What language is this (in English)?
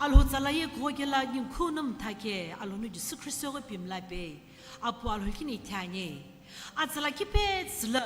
Sumi Naga